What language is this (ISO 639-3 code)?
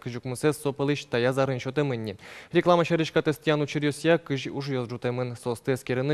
udm